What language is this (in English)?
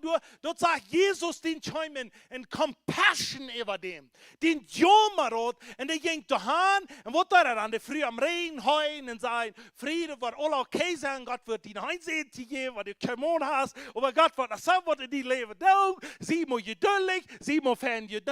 Plautdietsch